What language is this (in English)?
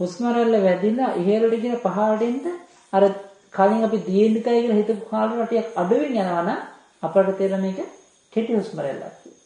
Sinhala